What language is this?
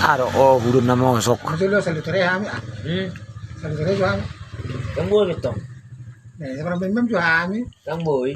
Batak Toba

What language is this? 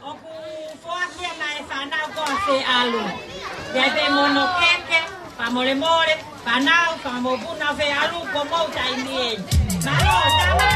Tongan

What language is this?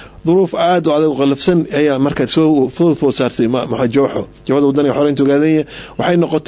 Somali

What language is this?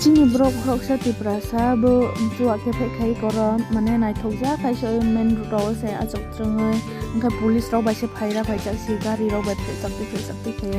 Kok Borok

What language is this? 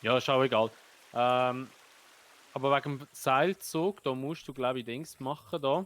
Swiss German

